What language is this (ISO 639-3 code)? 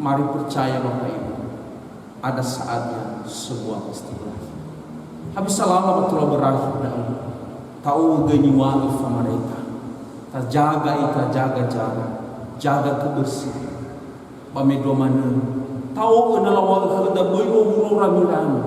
nia